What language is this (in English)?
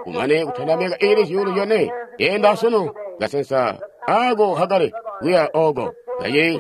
Tonga (Zambia)